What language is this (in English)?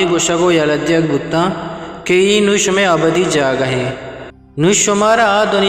Eastern Balochi